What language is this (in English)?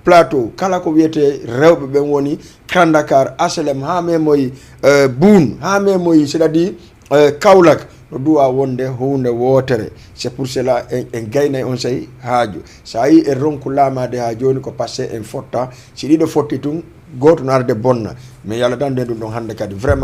Fula